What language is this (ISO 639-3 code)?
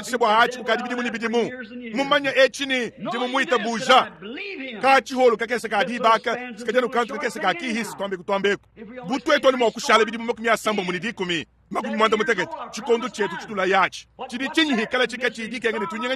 lua